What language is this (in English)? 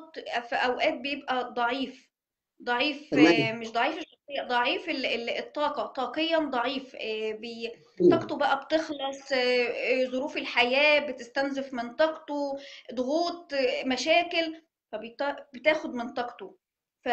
Egyptian Arabic